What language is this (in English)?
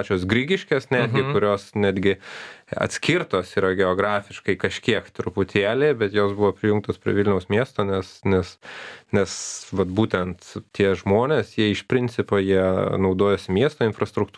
Lithuanian